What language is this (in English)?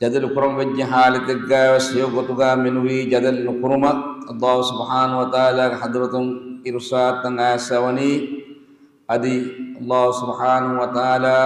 Divehi